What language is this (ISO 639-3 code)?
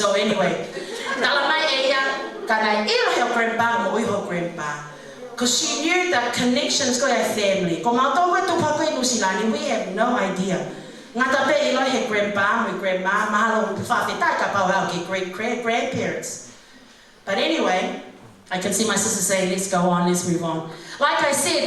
ton